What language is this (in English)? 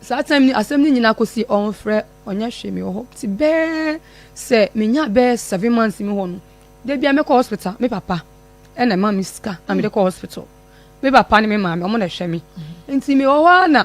Akan